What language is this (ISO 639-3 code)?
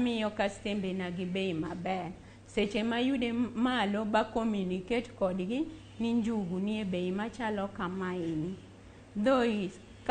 luo